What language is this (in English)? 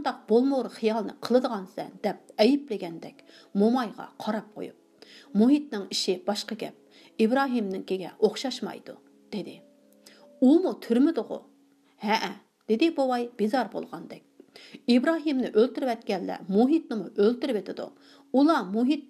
Uyghur